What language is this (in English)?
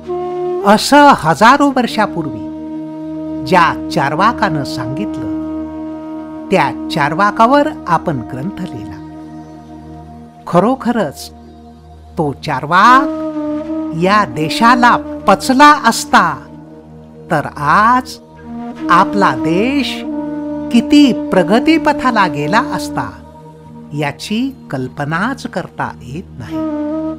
Marathi